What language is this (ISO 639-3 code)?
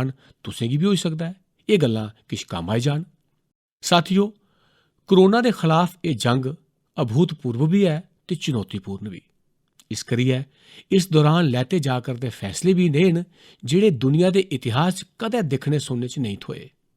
doi